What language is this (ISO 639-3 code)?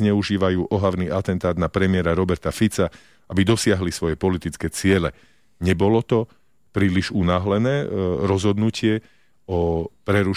slk